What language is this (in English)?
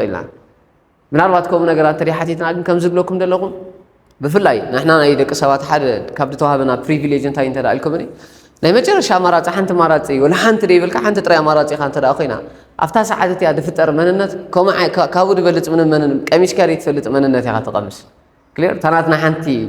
Tigrinya